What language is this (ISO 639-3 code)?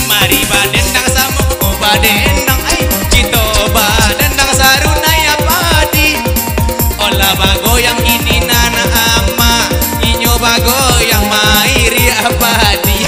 min